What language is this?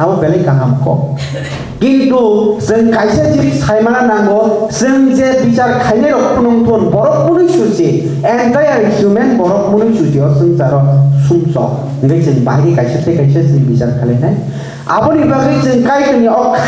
Kok Borok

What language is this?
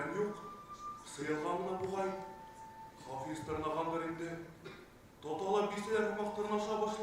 Bashkir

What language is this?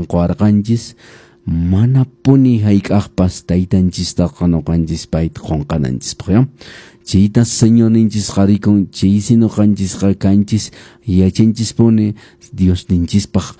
Quechua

